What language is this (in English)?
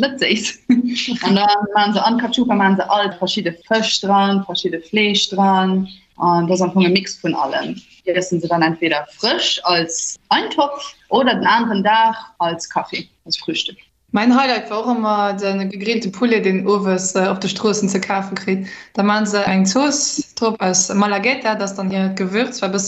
Luxembourgish